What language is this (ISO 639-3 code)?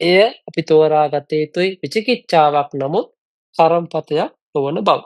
sin